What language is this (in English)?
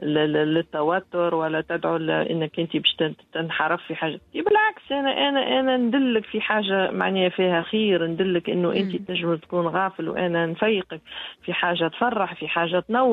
Tunisian Arabic